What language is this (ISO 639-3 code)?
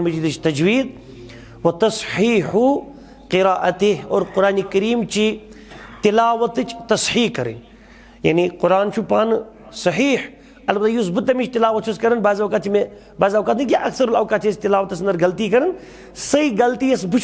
kas